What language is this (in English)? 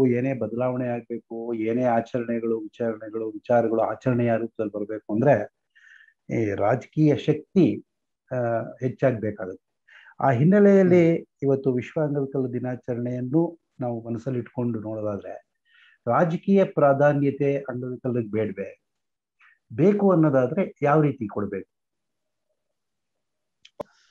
Kannada